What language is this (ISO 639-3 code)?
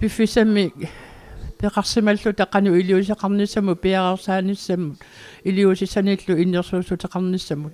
kal